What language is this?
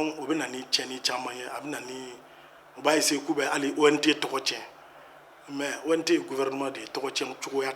Bambara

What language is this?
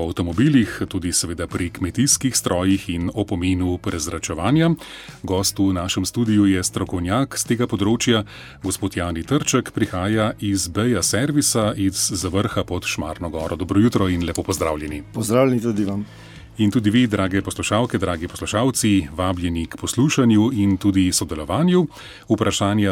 Slovenian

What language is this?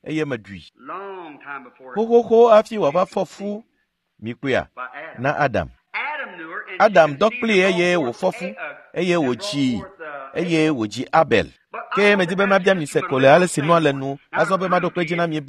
Ewe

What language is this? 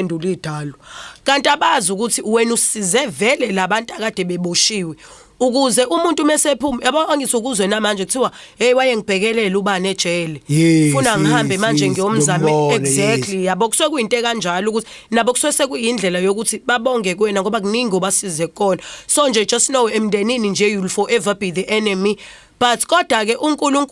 Zulu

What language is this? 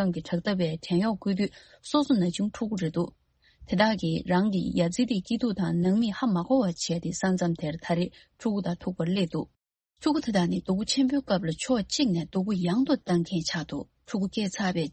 Tibetan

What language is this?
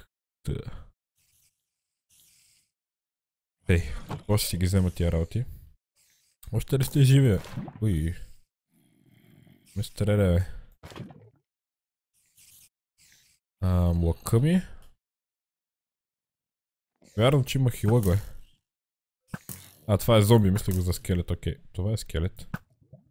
Bulgarian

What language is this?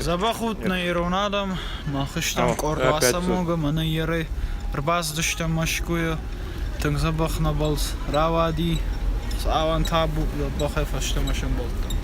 Ossetic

